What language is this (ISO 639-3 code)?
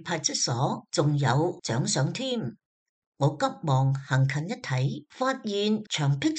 yue